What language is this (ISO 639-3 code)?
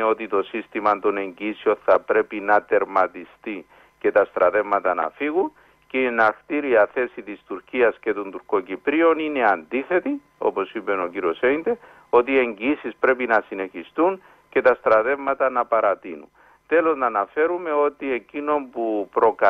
ell